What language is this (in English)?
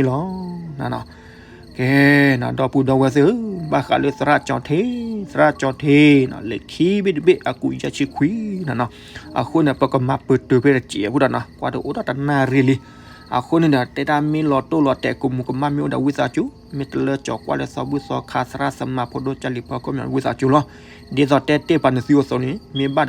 S'gaw Karen